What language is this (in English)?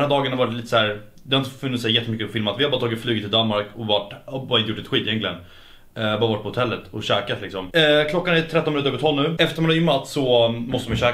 Swedish